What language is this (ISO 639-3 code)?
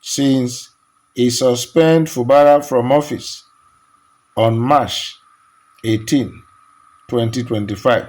pcm